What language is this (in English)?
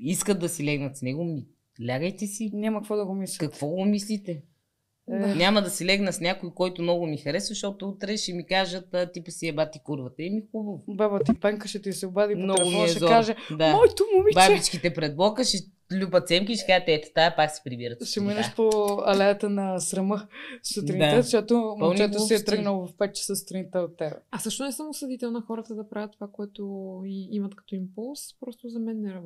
Bulgarian